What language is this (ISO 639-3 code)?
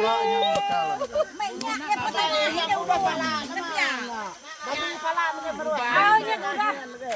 iba